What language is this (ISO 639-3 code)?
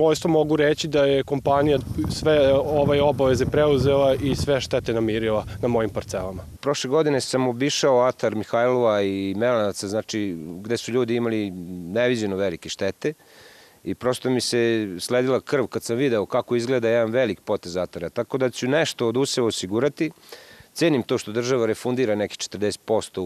srp